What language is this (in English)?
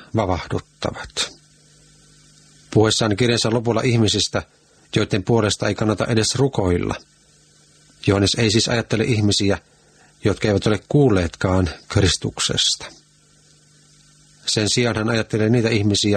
Finnish